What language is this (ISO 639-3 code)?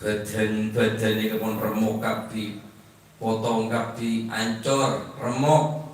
mad